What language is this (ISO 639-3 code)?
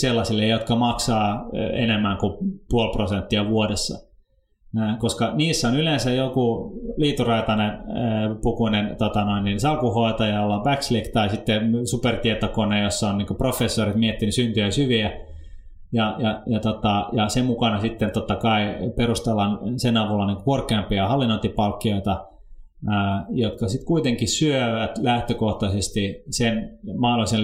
fin